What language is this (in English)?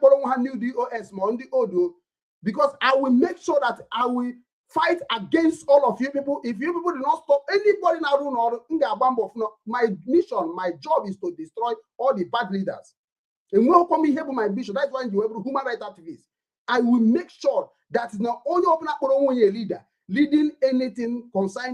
Igbo